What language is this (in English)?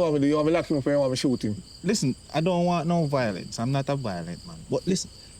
Jamaican Creole English